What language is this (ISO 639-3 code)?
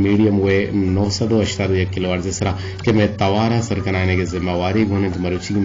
bgp